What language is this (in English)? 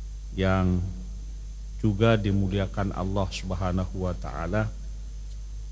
Indonesian